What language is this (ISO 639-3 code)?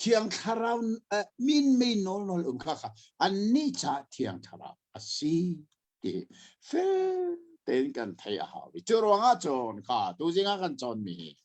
cnh